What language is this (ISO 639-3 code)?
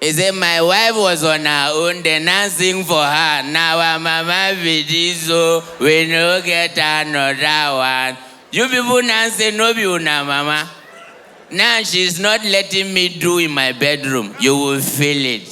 pcm